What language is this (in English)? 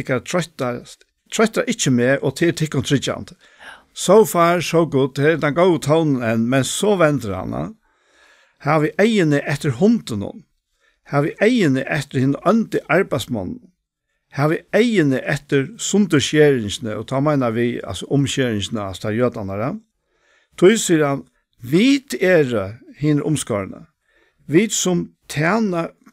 Faroese